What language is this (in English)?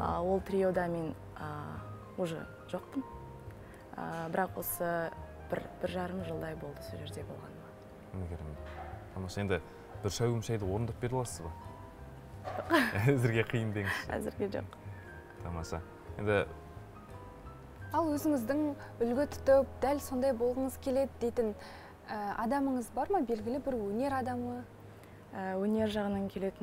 Kazakh